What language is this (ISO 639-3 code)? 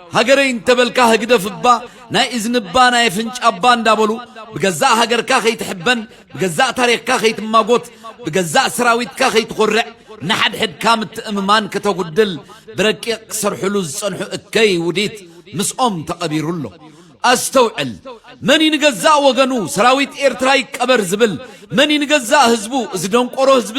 tir